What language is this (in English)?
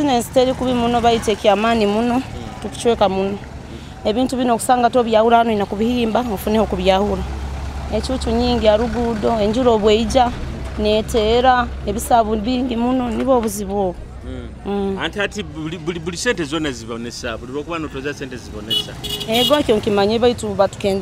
Nyoro